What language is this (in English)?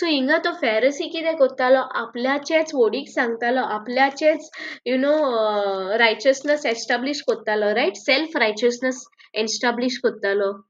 Konkani